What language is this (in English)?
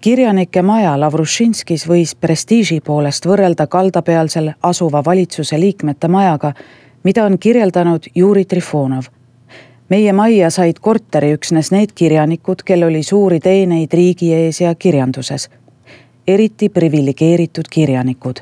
Estonian